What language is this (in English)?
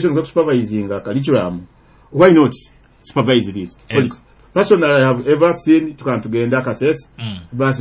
Nyoro